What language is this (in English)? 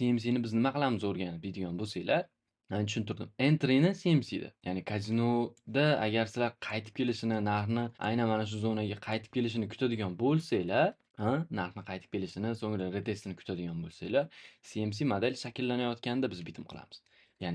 Uzbek